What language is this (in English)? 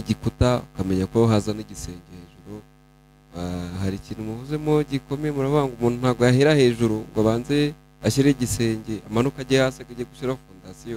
Kinyarwanda